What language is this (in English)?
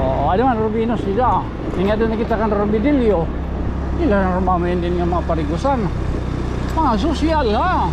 Waray